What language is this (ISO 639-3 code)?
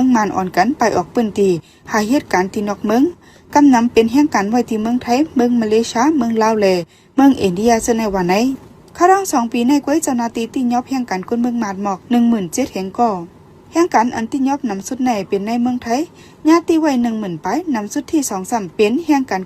shn